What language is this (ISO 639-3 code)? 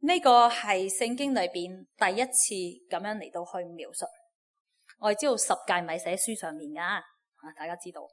yue